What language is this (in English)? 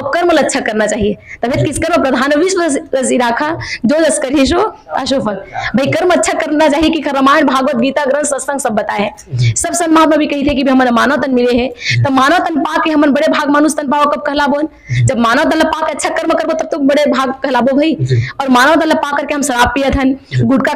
Chhattisgarhi